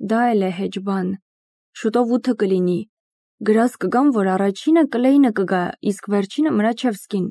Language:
Armenian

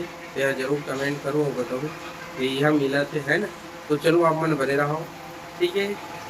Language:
Chhattisgarhi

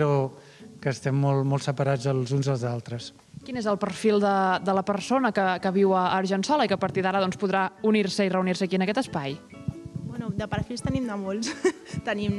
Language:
Catalan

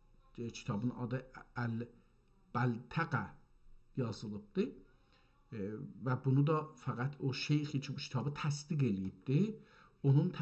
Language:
South Azerbaijani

